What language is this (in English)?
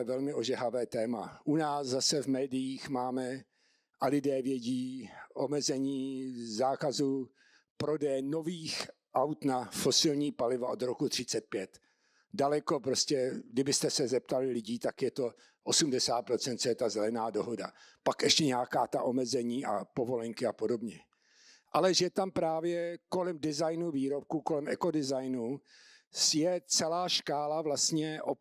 Czech